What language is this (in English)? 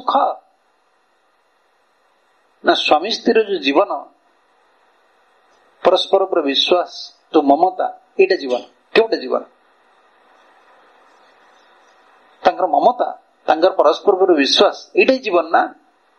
Odia